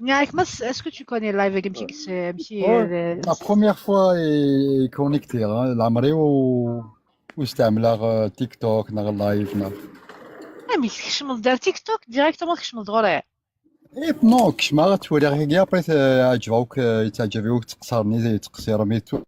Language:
Kabyle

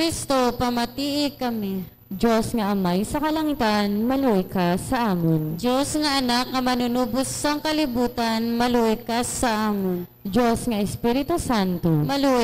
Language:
Hiligaynon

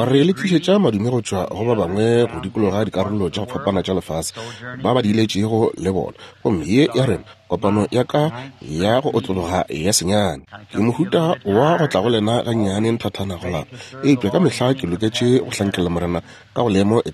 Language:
Northern Sotho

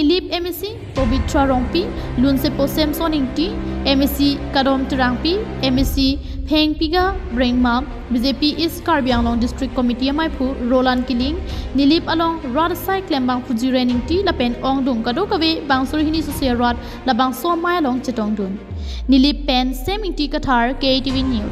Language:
Karbi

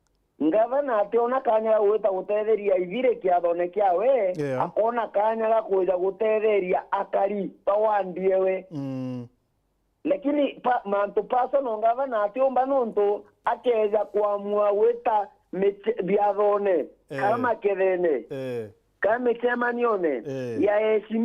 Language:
Meru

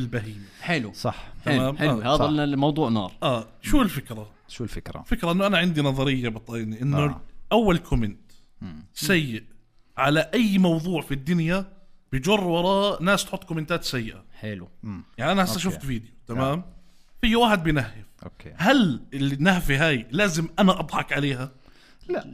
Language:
North Levantine Arabic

